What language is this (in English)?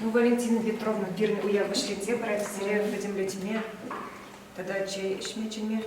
Chuvash